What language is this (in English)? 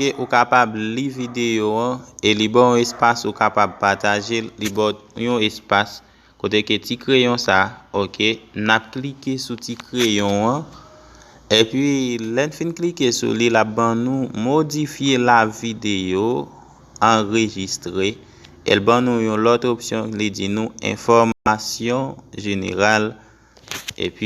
Haitian Creole